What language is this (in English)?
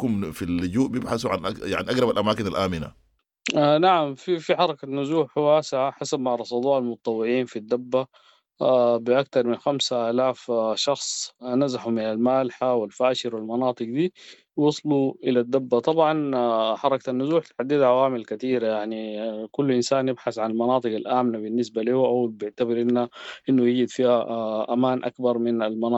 Sudanese Arabic